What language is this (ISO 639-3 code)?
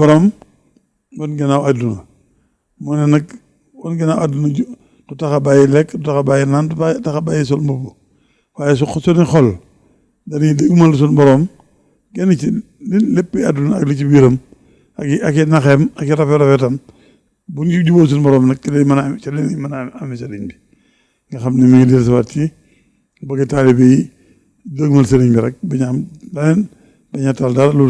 wol